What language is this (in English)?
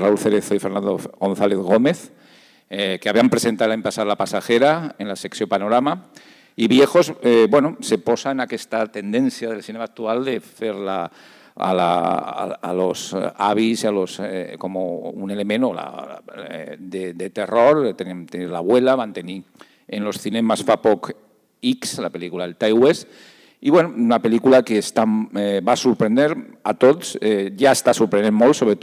Catalan